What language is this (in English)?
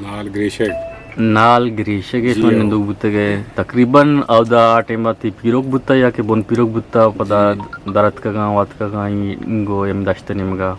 Eastern Balochi